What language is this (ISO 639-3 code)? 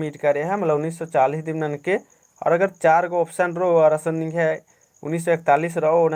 kru